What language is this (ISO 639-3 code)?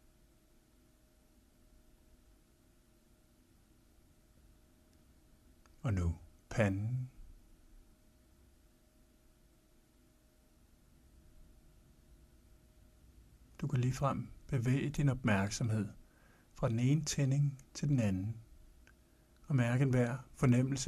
dan